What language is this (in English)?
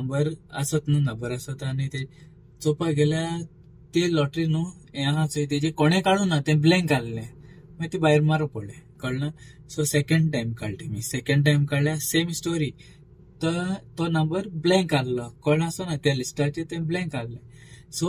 Konkani